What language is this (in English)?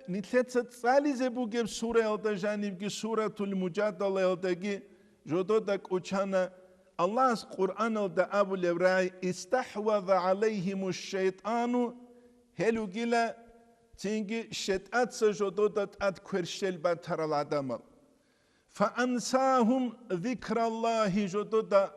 Avaric